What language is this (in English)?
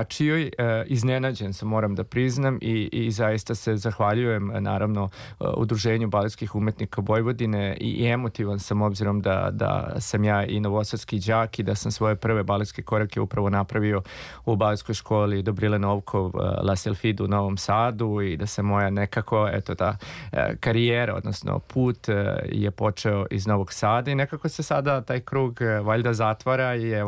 Serbian